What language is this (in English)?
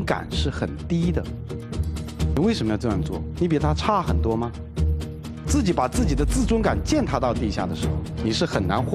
Chinese